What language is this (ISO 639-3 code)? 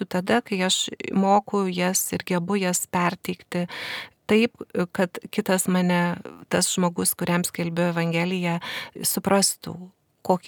lit